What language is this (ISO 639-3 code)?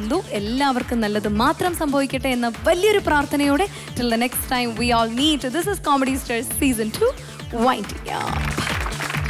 mal